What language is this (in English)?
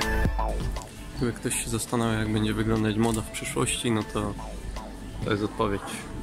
Polish